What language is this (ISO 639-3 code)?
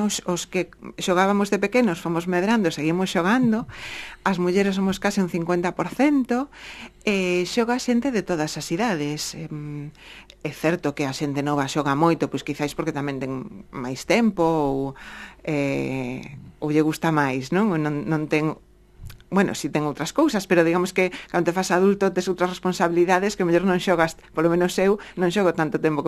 glg